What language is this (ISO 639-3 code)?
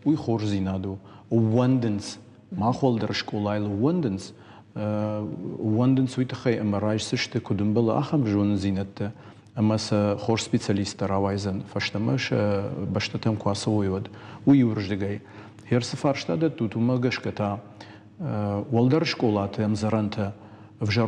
oss